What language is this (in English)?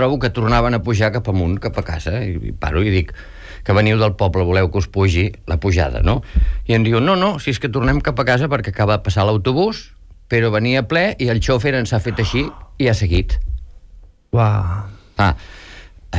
Catalan